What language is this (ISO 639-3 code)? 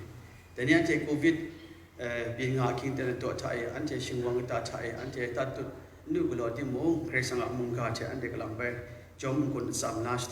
kac